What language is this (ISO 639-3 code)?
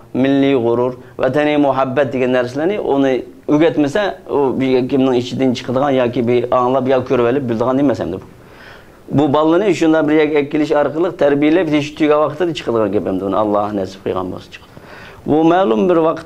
uig